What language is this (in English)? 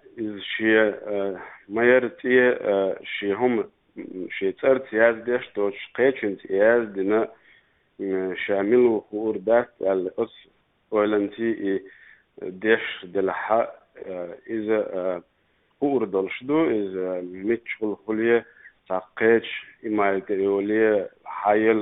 Chechen